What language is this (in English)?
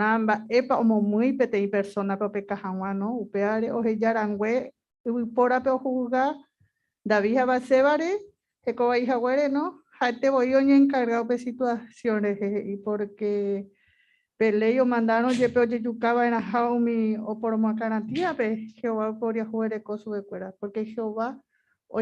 Guarani